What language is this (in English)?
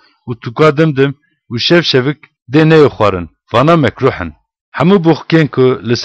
Kurdish